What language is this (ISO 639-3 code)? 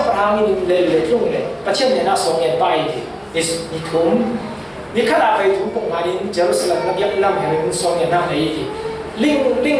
cfm